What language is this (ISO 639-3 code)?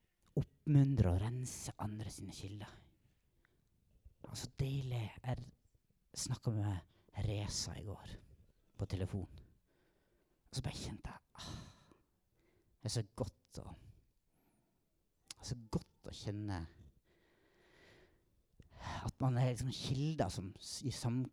nor